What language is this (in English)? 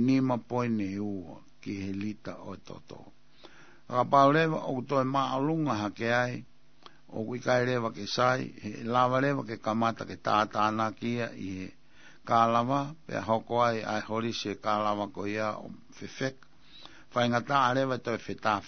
Tongan